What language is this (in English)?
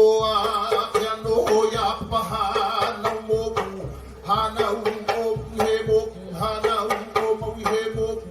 Hawaiian